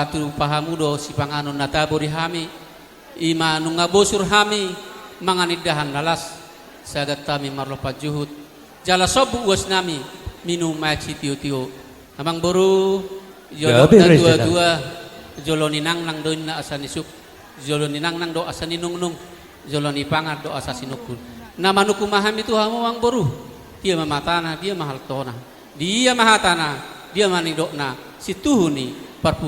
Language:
Batak Toba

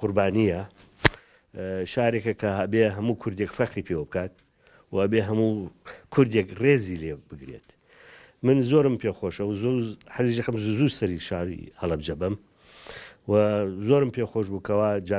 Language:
Central Kurdish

